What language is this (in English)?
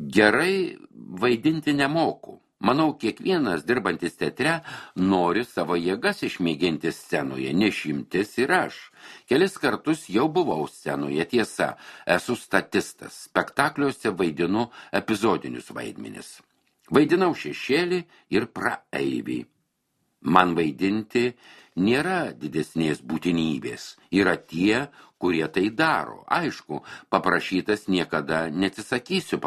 Lithuanian